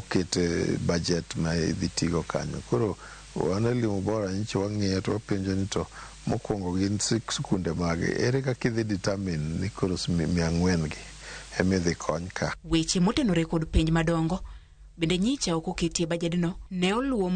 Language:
Luo (Kenya and Tanzania)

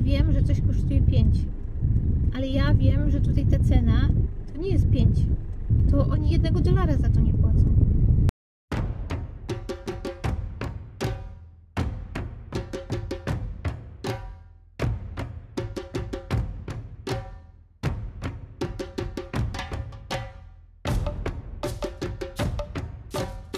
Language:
Polish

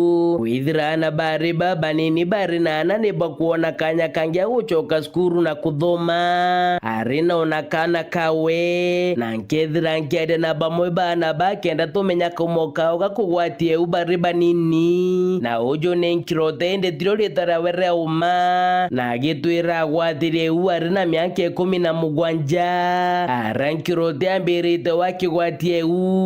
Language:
Meru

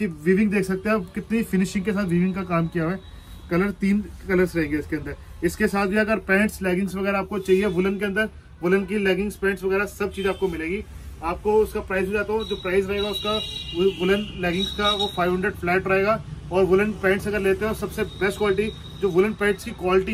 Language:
Hindi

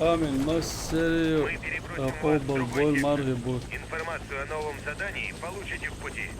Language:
Chechen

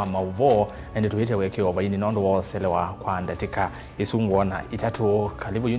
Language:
Kamba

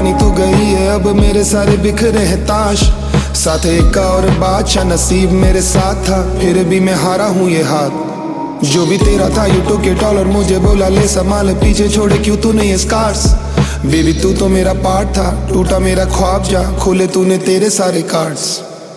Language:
Hindi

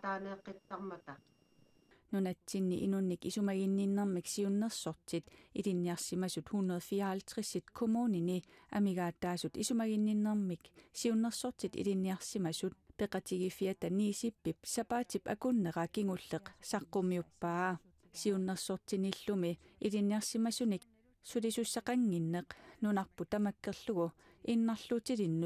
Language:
Kalaallisut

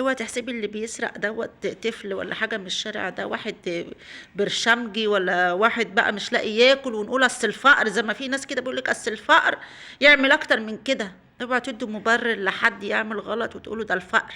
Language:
Egyptian Arabic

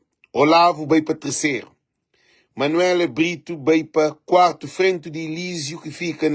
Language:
Kabuverdianu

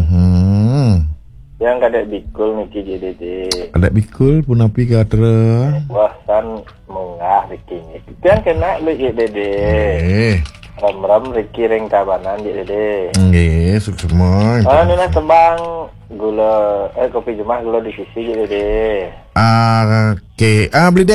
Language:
Balinese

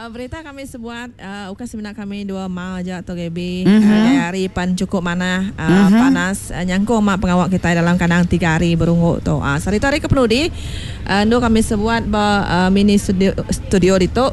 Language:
Iban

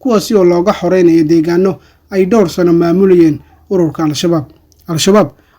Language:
Somali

